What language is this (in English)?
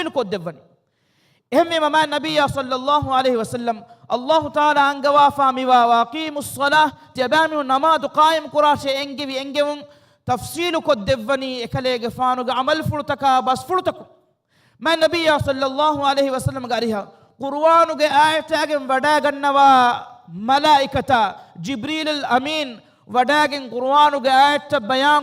Divehi